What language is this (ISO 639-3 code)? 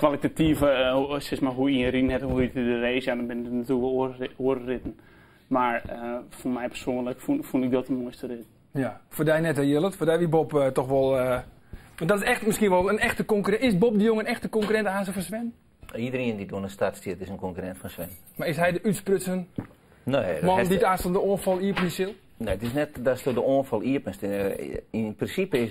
fry